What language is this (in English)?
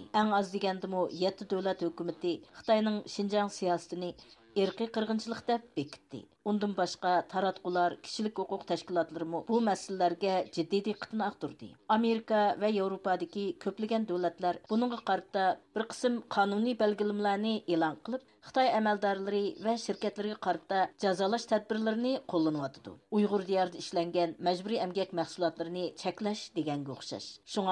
Uyghur